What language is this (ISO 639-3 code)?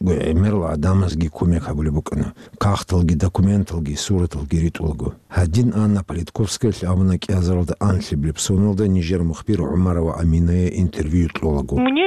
ava